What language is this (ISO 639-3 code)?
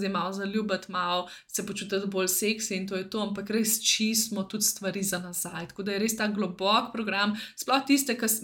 slv